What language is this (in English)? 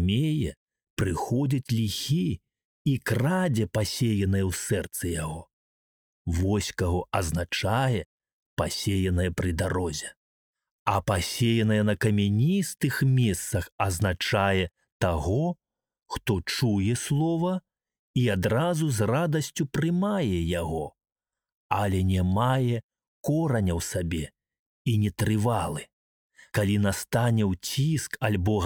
Belarusian